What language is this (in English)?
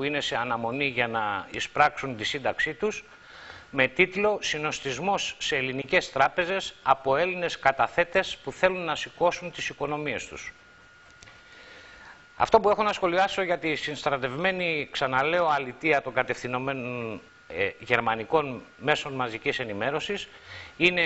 Greek